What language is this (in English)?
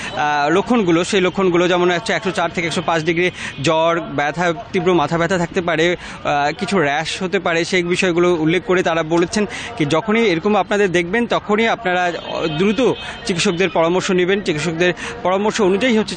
Bangla